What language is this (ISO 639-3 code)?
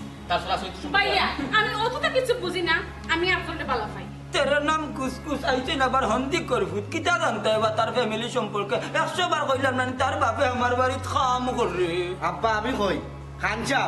syl